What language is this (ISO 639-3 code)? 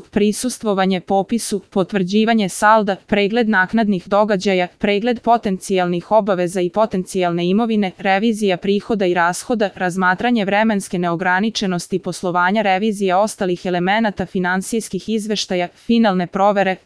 srp